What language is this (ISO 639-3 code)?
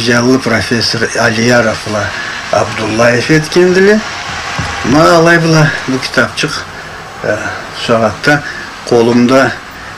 krc